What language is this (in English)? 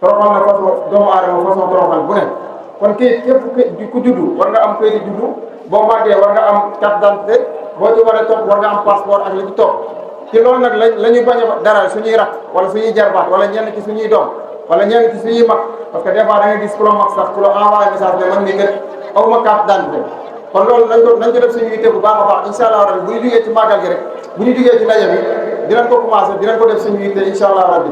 Wolof